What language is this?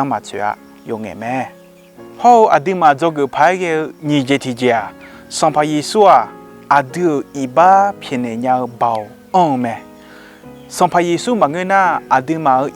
Akha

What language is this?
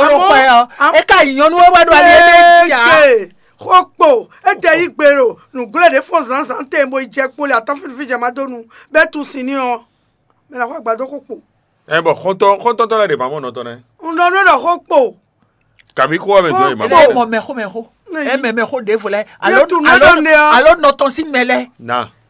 Fon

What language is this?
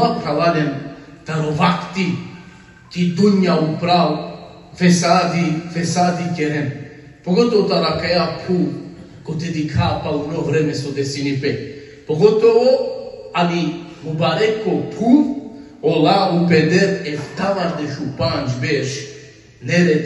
Balkan Romani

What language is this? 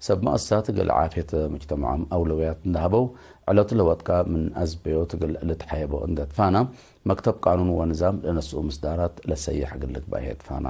Tigre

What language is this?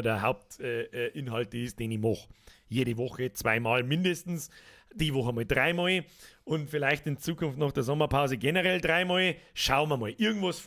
Bavarian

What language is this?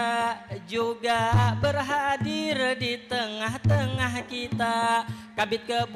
Banjar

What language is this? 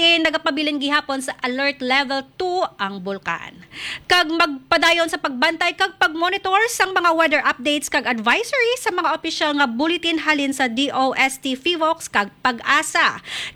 Hiligaynon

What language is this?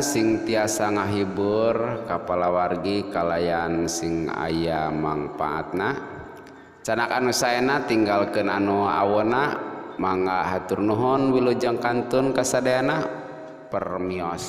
Sundanese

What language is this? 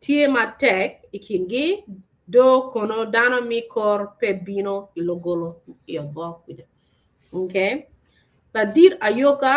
Acoli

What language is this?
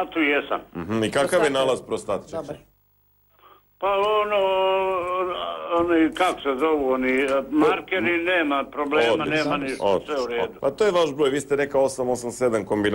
Serbian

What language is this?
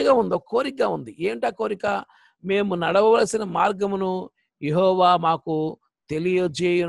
Telugu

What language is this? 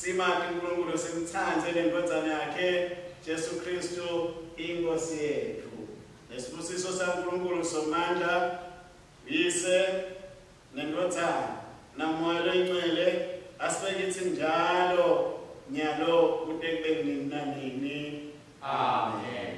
Swati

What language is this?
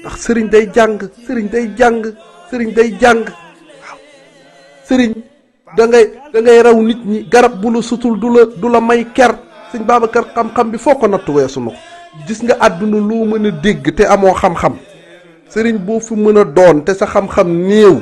Wolof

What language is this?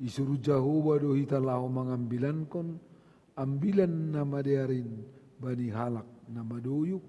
Batak Simalungun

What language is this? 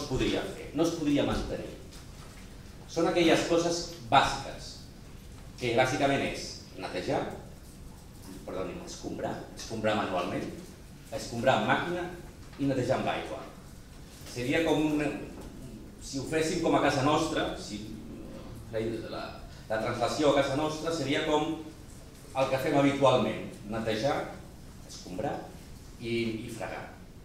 Catalan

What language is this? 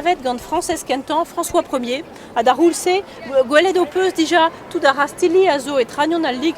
Breton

